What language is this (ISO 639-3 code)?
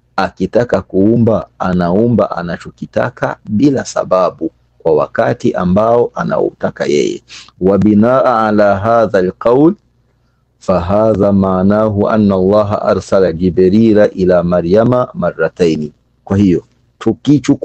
swa